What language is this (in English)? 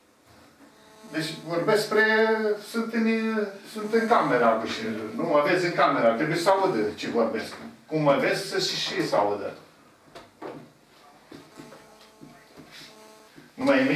Romanian